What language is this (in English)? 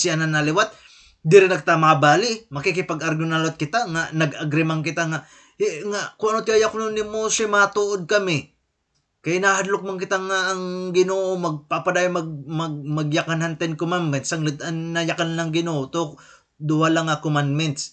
Waray